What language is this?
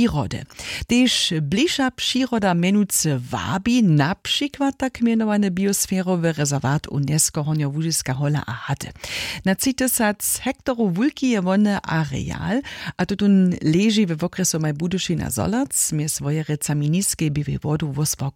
Upper Sorbian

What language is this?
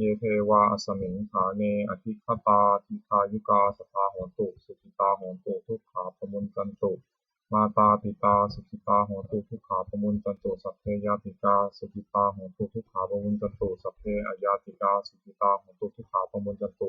Pali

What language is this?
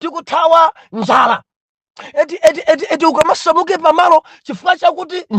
Nyanja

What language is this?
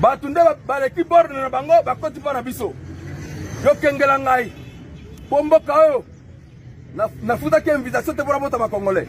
Lingala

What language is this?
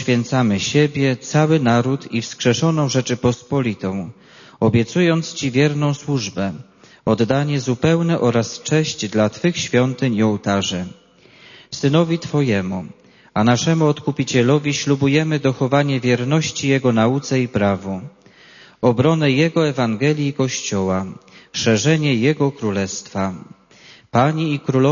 Polish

